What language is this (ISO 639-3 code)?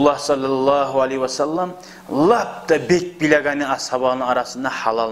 kum